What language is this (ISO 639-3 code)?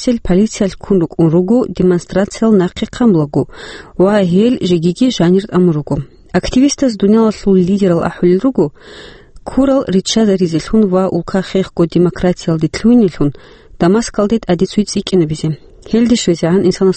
ava